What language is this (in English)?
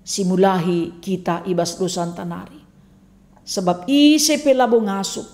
Batak Karo